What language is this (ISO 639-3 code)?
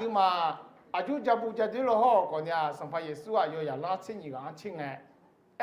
ahk